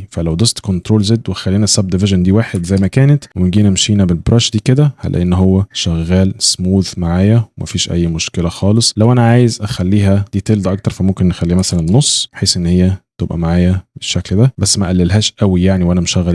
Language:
Egyptian Arabic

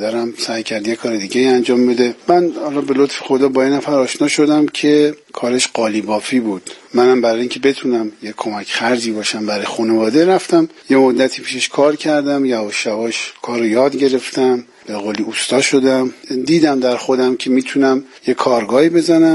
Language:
Persian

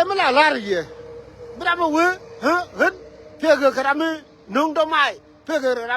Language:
Nuer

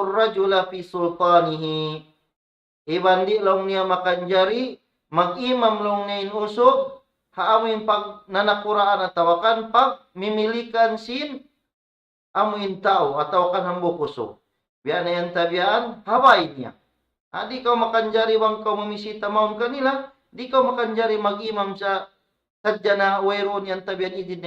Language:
Tausug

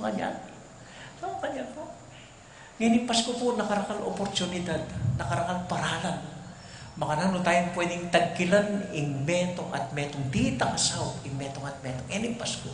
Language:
Pampanga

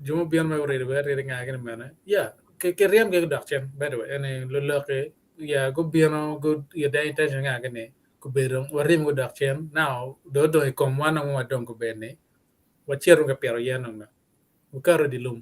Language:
Acoli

